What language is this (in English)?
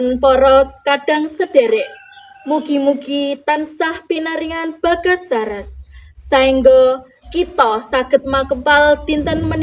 Javanese